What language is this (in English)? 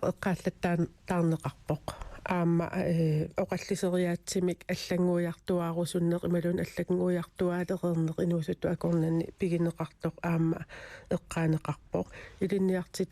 Kalaallisut